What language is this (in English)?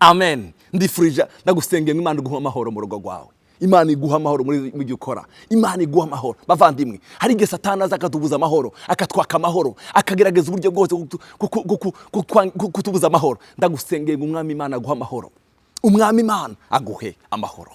Rundi